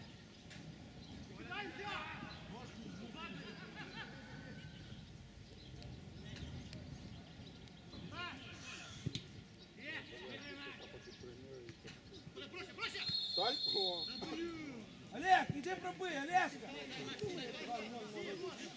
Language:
Ukrainian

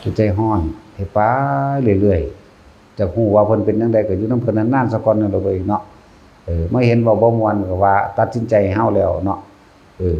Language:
Northeastern Thai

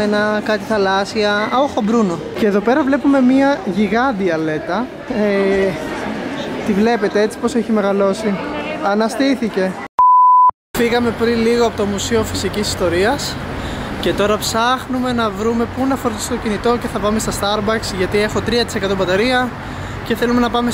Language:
Greek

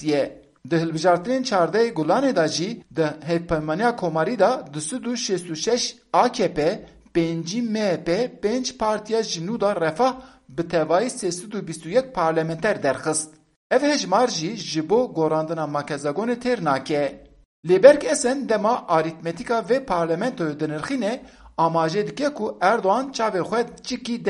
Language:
Kurdish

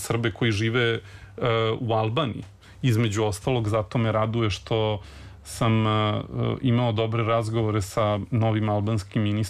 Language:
Serbian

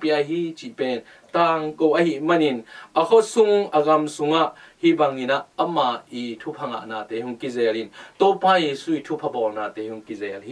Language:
Tedim Chin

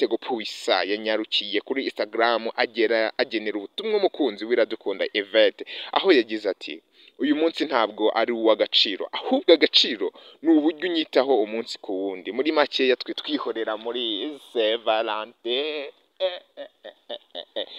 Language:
Kinyarwanda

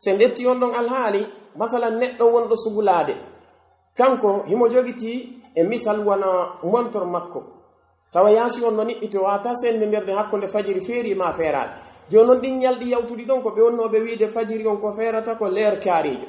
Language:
Pular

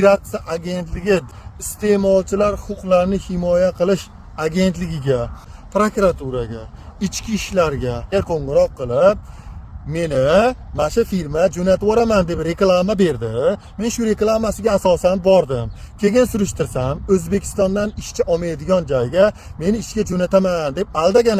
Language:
Uzbek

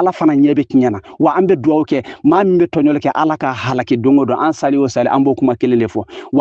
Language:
Bambara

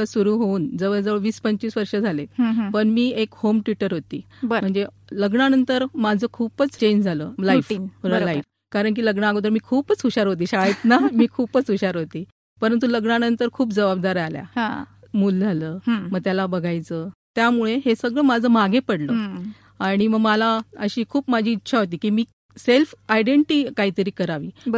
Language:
Marathi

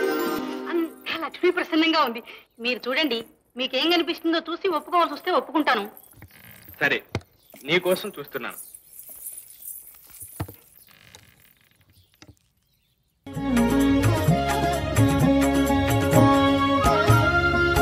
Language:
Telugu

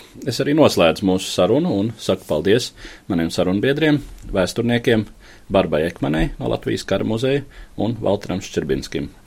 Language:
Latvian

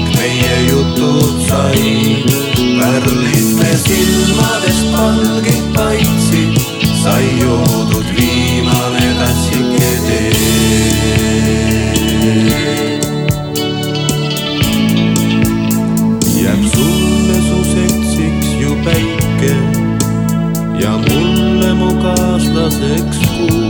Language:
Estonian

